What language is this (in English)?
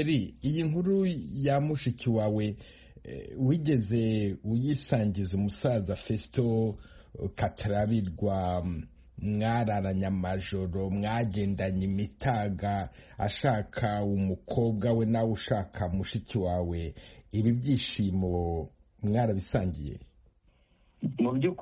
Kinyarwanda